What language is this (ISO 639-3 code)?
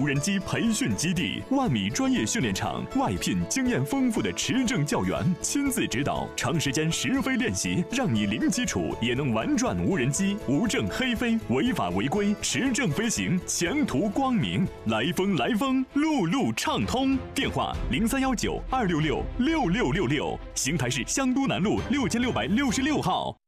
zho